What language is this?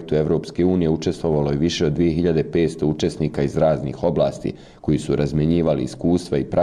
Croatian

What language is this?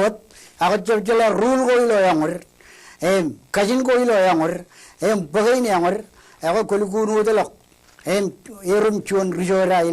Marshallese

